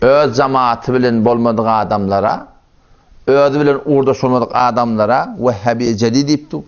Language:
Turkmen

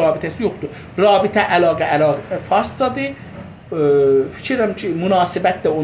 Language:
South Azerbaijani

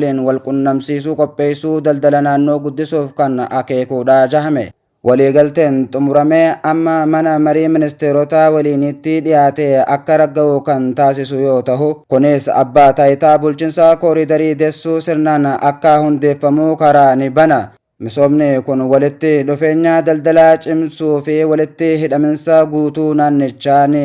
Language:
Oromo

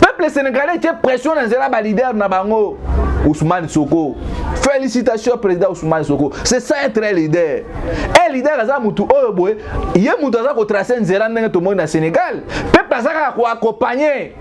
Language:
Lingala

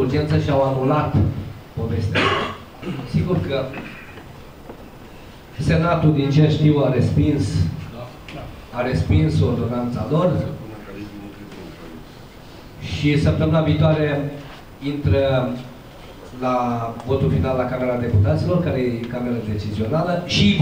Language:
Romanian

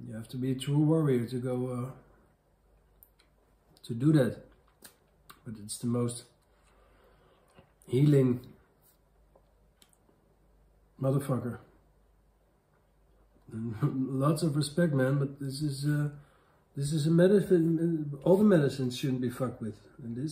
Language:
English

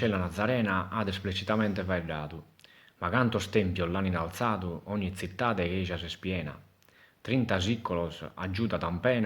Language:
Sardinian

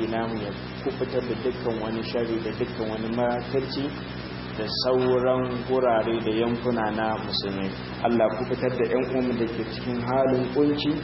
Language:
Hausa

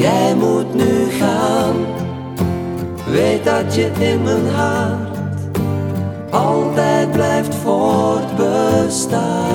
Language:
Dutch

